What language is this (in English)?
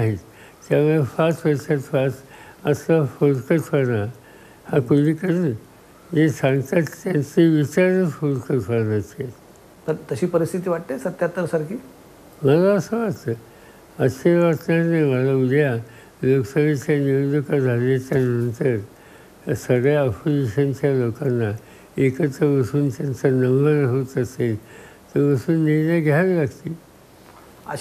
Marathi